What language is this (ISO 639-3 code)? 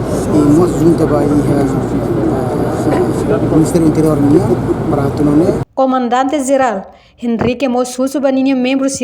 tet